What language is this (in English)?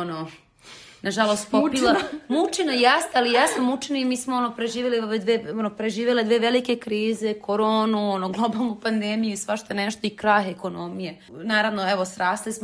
Serbian